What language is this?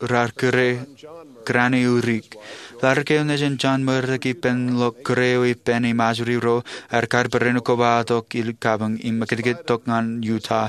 Marshallese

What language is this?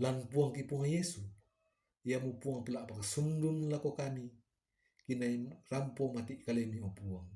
Toraja-Sa'dan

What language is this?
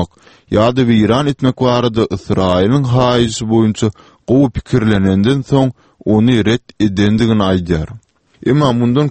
Turkmen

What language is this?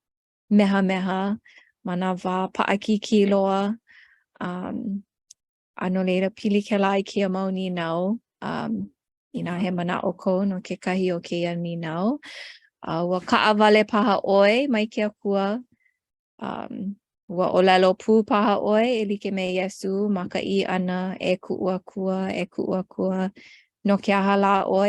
Hawaiian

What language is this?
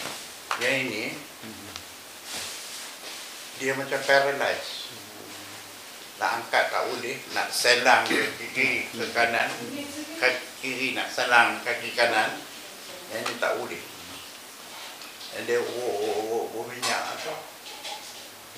Malay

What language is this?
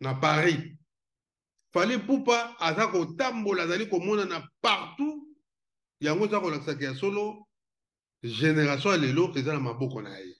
Lingala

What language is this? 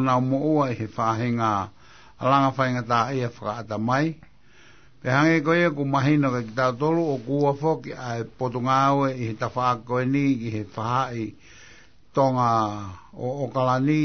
Tongan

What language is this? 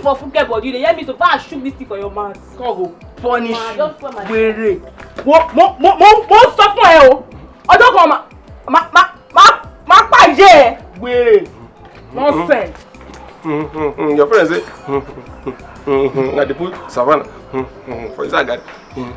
Nigerian Pidgin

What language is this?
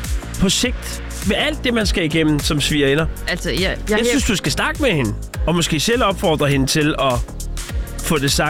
Danish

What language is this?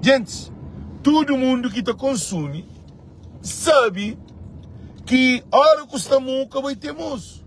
Kabuverdianu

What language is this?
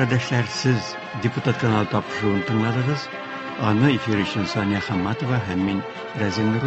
Tatar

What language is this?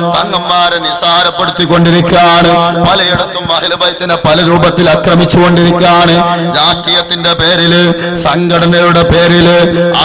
Malayalam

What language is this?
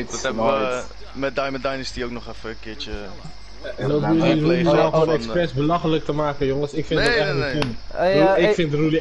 Dutch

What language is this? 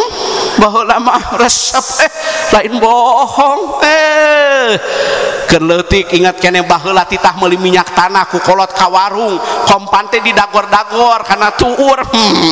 Sundanese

